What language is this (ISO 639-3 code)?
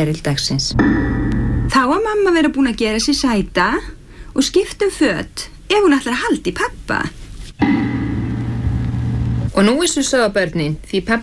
isl